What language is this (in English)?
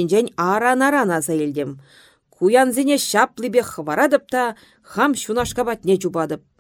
Chuvash